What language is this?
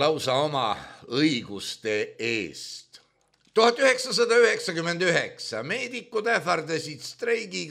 Estonian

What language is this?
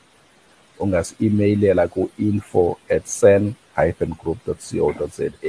Xhosa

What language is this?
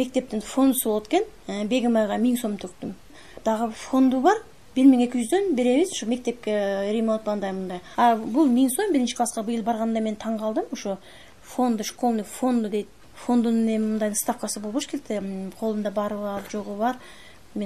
Kyrgyz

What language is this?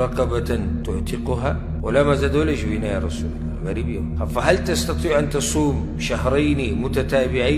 Pashto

